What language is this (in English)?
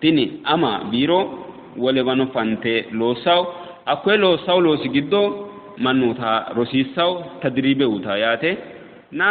Sidamo